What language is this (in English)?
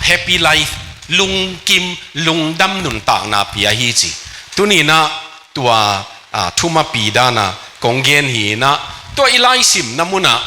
Tedim Chin